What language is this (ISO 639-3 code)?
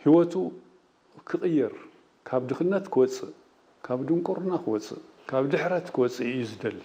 tir